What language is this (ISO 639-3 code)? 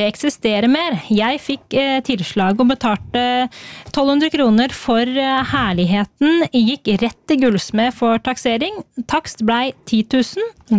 nor